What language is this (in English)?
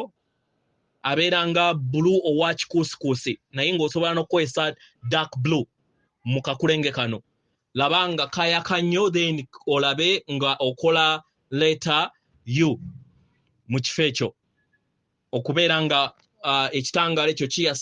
Ganda